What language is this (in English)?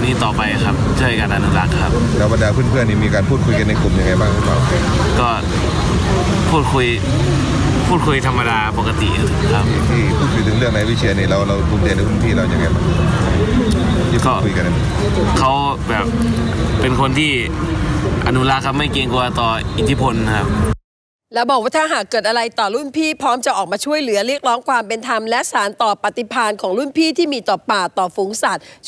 Thai